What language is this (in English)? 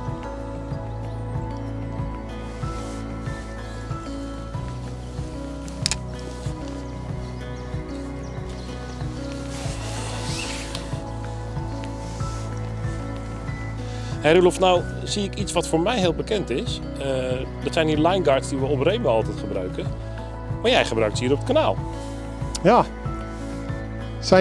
Dutch